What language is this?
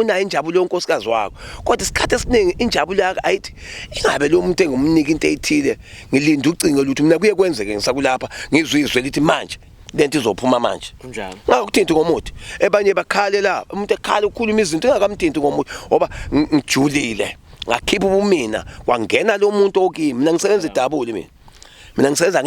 Zulu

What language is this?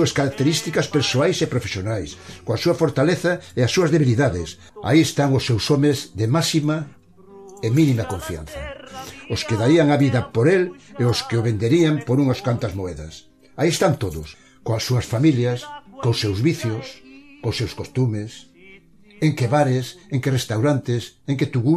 Galician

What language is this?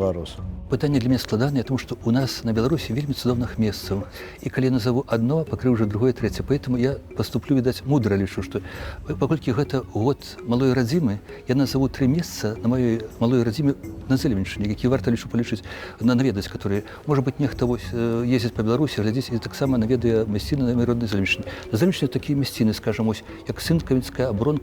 Belarusian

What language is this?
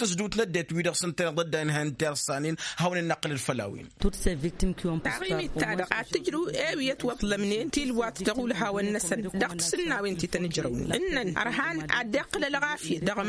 Tamasheq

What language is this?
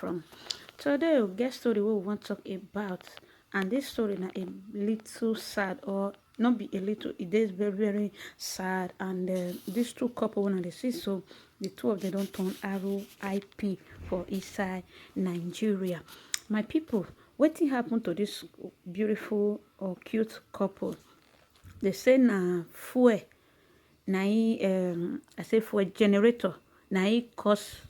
Nigerian Pidgin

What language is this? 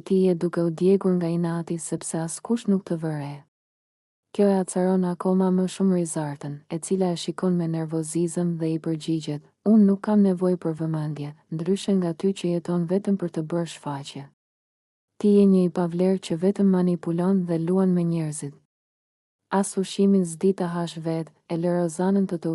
Albanian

